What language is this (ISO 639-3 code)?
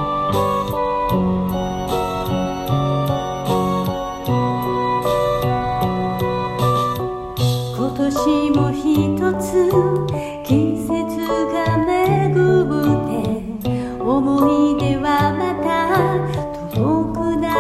jpn